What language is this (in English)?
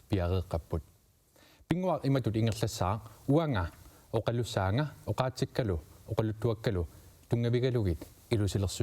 Kalaallisut